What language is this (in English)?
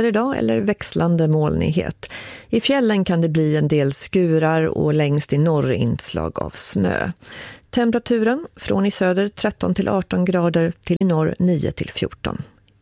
Swedish